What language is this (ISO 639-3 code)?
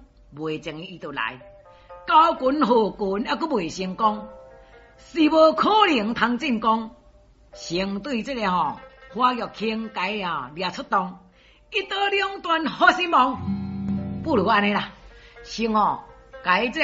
nan